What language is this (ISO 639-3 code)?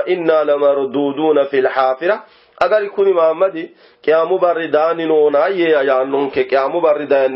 sid